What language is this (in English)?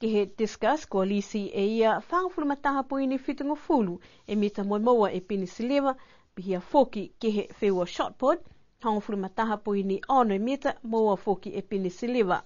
Niuean